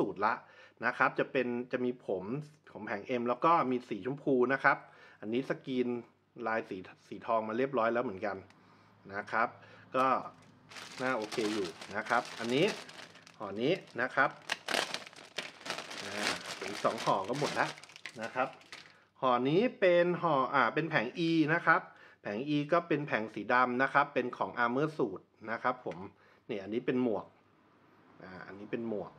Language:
Thai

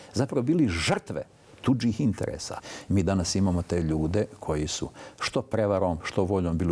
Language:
Bosnian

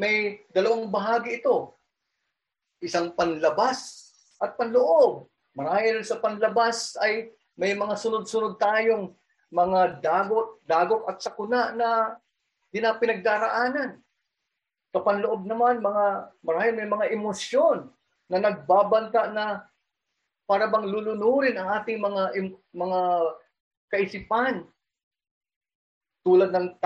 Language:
Filipino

